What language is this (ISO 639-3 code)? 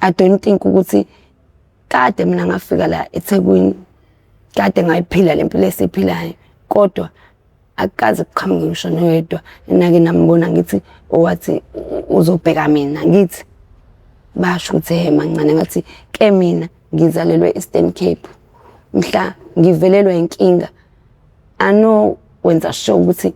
zul